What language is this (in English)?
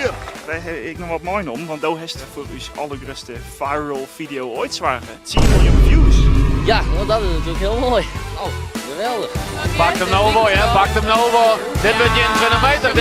Western Frisian